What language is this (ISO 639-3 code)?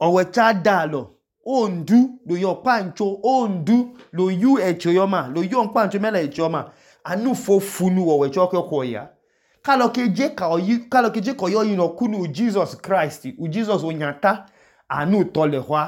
idu